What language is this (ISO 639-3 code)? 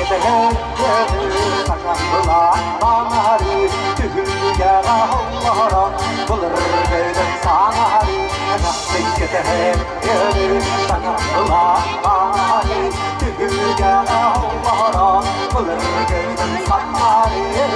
sah